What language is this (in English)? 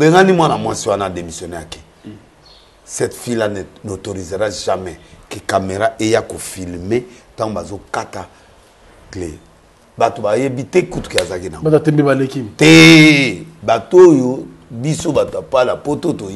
Lingala